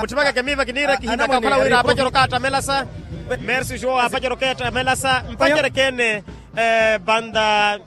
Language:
Makhuwa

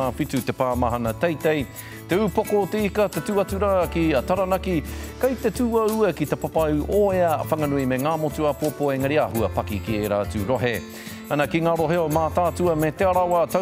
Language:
Māori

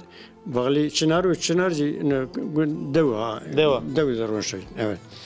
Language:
Zaza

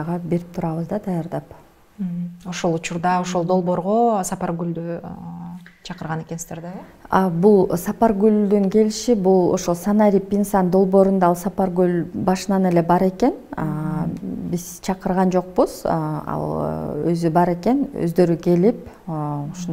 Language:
Kyrgyz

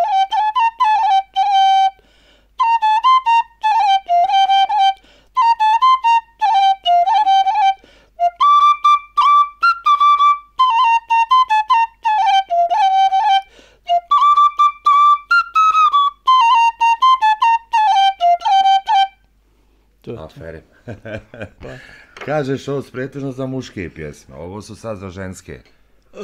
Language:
Bosnian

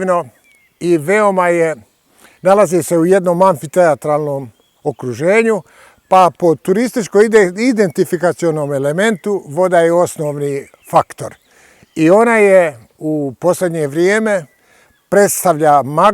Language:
Bosnian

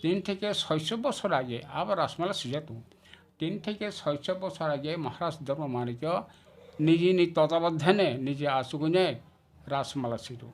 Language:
Kok Borok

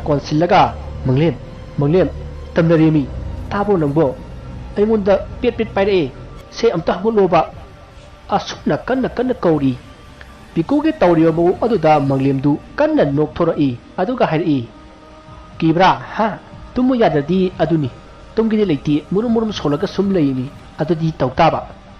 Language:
Manipuri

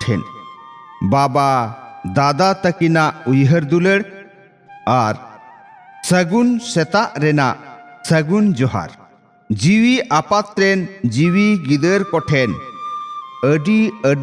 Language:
Santali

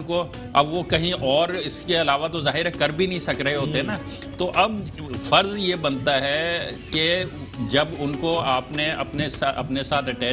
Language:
Urdu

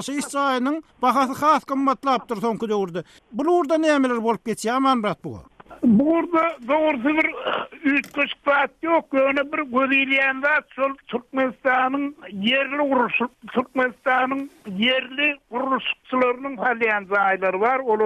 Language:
Turkmen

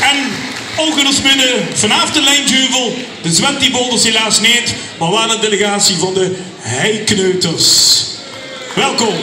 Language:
Limburgish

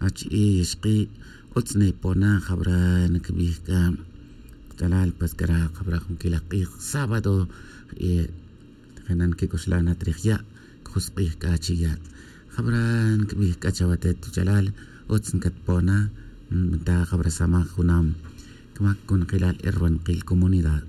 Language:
Tz'utujil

